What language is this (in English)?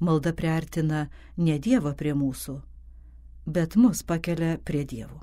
Lithuanian